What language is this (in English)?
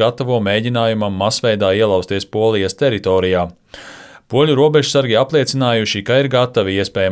Latvian